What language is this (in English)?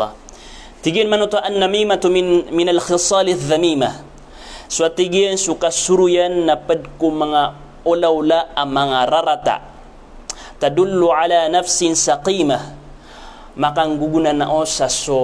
Maranao